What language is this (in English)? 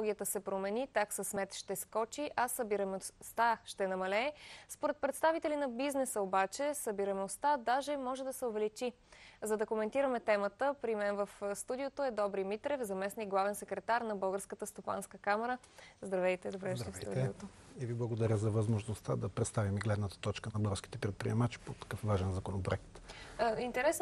Bulgarian